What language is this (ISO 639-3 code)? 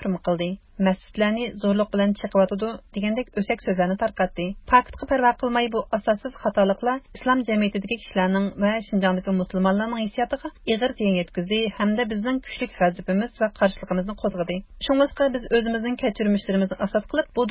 uig